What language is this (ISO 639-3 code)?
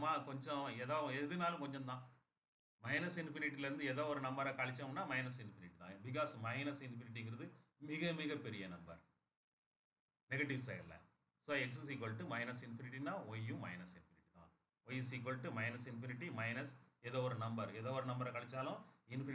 tam